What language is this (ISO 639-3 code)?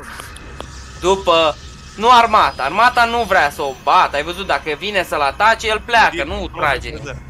ron